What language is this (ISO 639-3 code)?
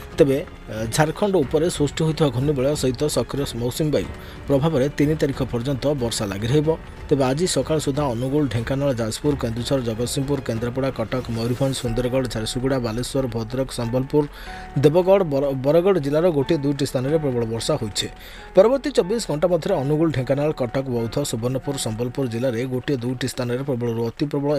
ori